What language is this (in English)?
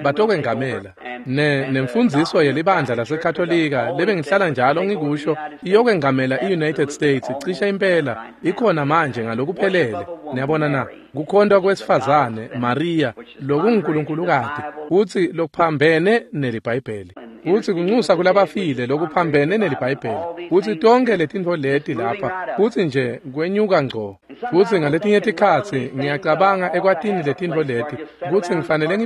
Swati